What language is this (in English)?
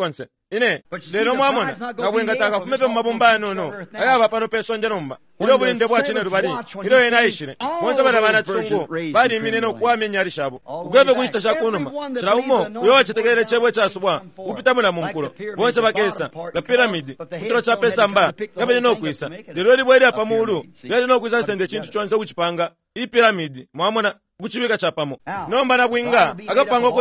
Bemba